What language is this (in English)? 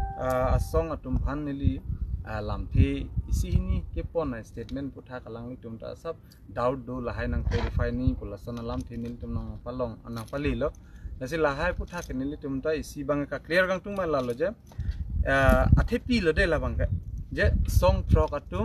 Karbi